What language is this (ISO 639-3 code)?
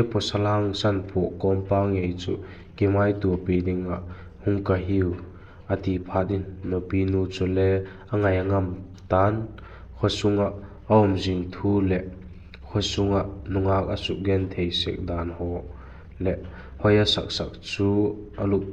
vap